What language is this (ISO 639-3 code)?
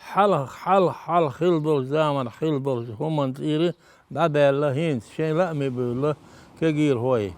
che